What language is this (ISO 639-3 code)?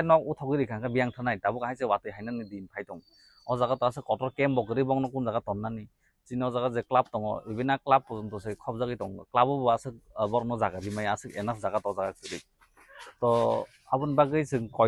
trp